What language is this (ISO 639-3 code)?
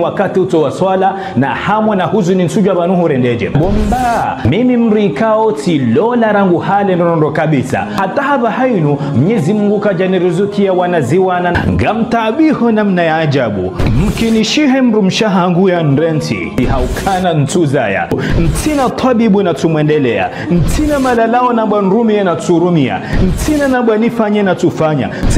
zdj